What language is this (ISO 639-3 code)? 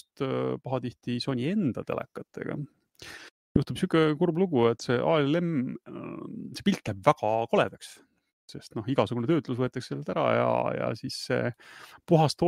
est